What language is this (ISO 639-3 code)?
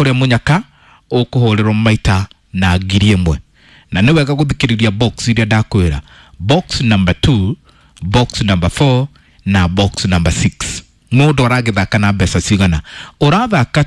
kik